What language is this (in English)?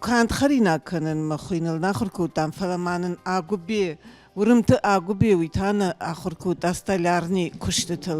Ossetic